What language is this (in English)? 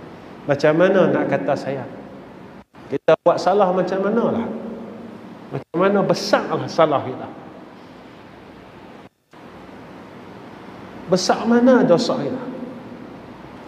Malay